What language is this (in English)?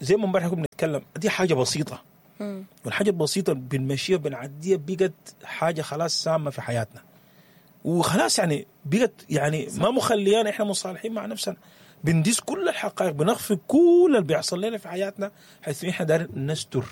Sudanese Arabic